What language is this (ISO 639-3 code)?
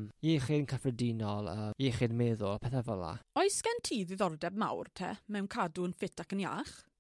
cym